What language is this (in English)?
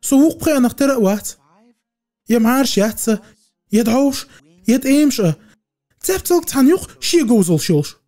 Chechen